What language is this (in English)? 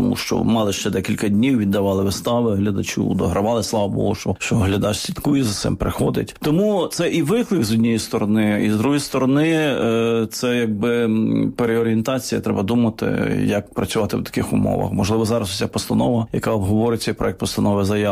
Ukrainian